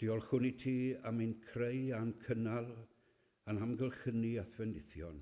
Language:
Welsh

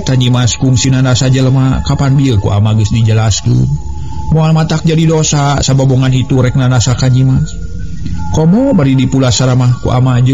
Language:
Sundanese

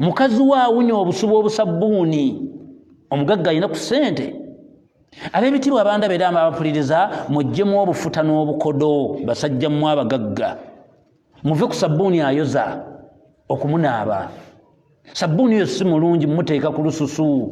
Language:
Ganda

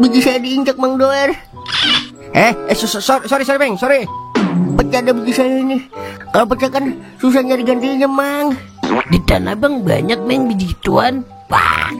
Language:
Betawi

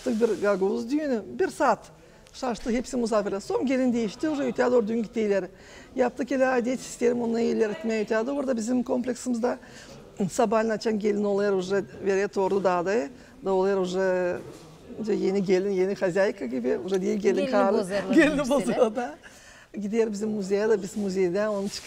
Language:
Gagauz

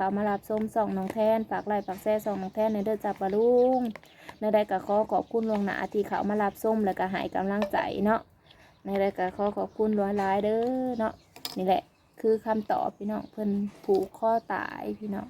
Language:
Northeastern Thai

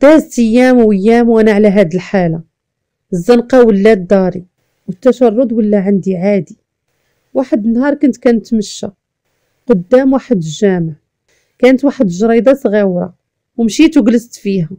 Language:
Moroccan Arabic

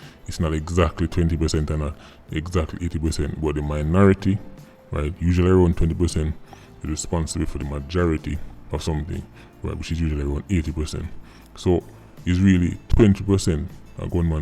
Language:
Jamaican Creole English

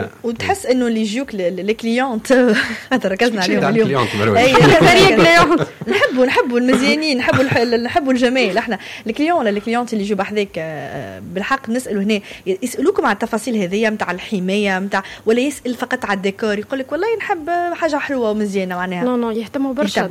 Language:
Tunisian Arabic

